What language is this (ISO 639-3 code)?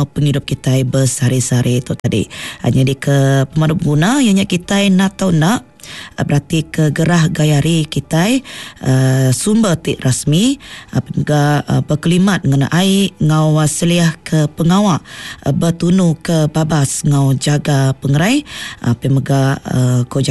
iba